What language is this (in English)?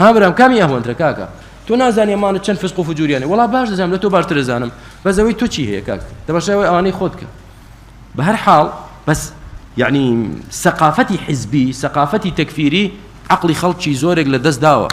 Central Kurdish